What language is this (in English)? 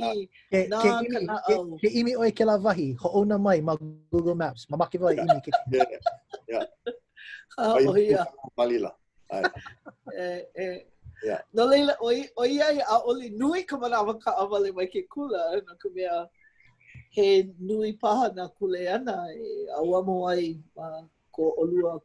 Hawaiian